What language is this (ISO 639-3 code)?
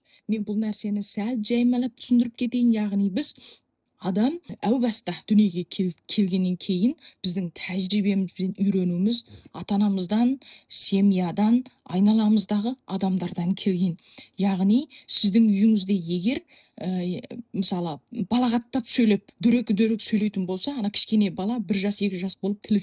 kaz